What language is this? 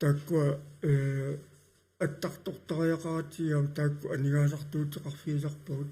Kalaallisut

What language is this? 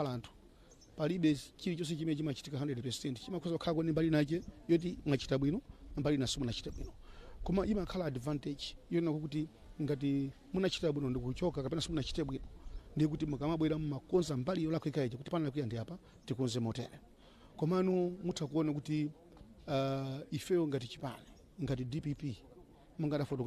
Nyanja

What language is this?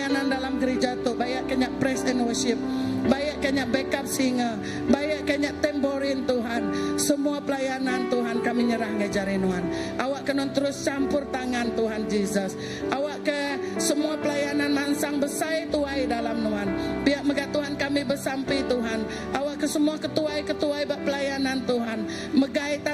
Iban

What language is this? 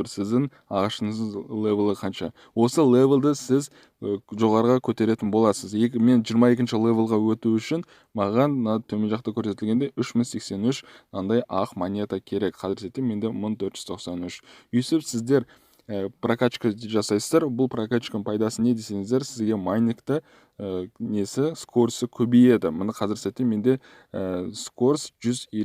Kazakh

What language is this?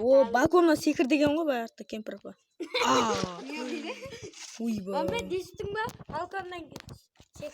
Kara-Kalpak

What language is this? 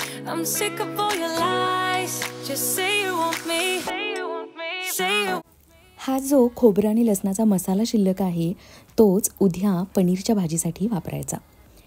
Marathi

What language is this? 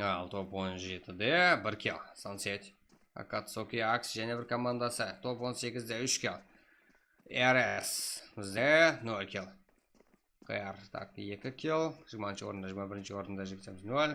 Kara-Kalpak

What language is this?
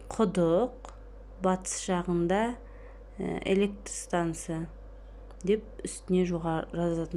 Kazakh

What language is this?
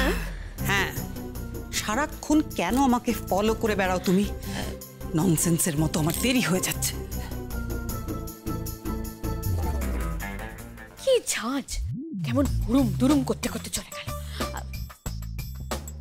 Bangla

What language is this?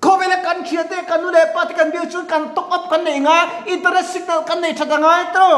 Mizo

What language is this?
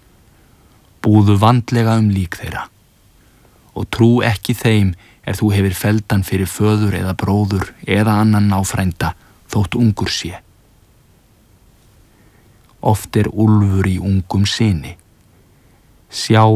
Icelandic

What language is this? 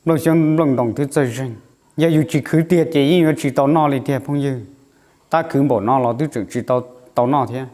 Hmong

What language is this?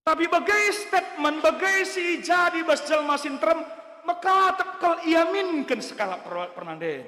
Batak Karo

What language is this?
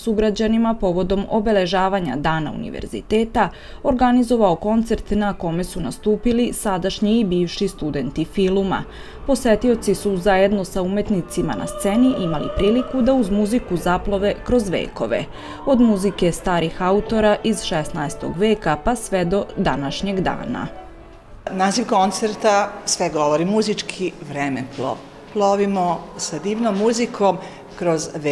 Serbian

